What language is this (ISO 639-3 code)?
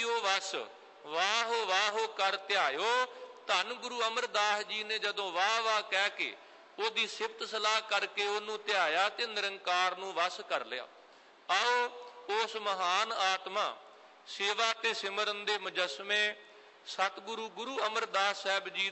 pan